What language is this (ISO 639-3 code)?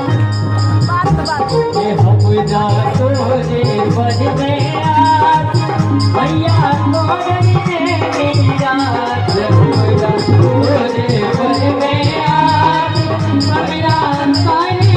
mai